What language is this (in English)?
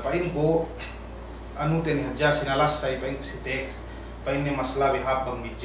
Yakan